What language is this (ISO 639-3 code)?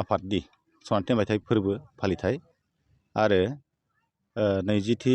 brx